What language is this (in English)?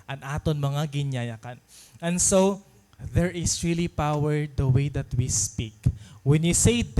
Waray